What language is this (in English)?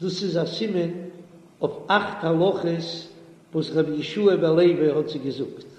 Yiddish